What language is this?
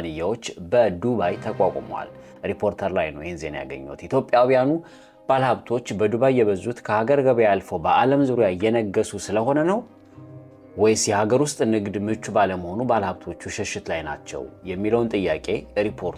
Amharic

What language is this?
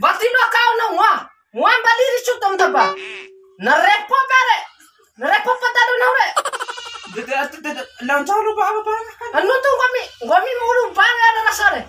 Bima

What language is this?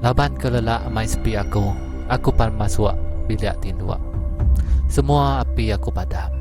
Iban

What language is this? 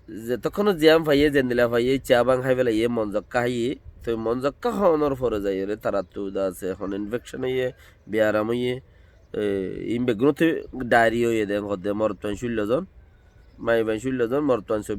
Rohingya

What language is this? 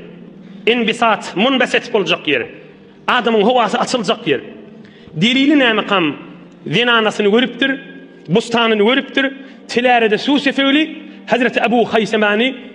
Turkmen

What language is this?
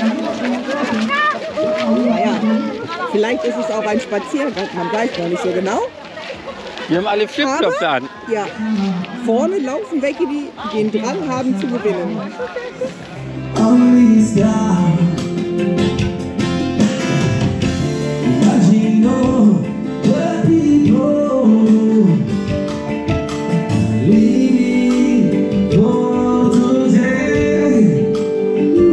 German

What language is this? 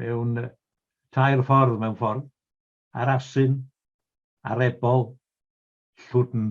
Welsh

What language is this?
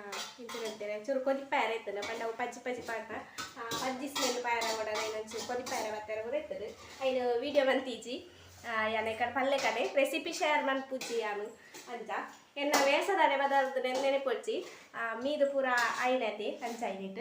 Tulu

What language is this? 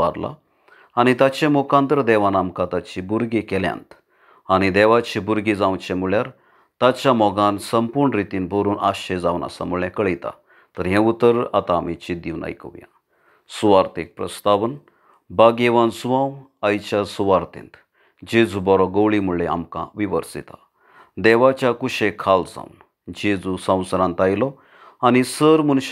Konkani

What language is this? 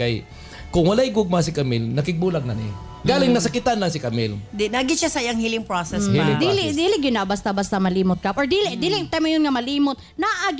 Cebuano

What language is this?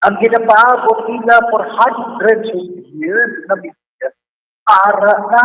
Hiligaynon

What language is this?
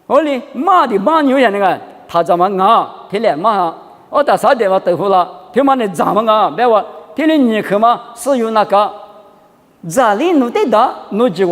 Lisu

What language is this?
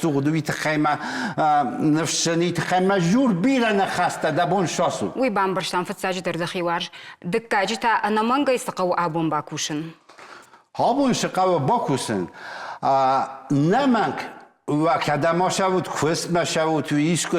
Ossetic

